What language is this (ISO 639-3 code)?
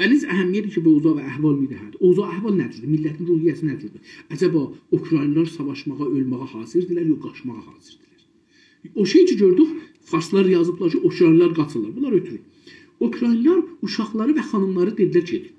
azb